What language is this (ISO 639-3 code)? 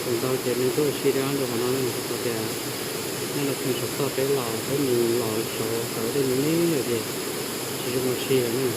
hmn